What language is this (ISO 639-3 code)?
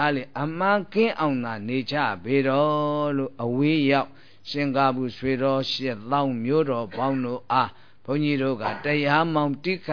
mya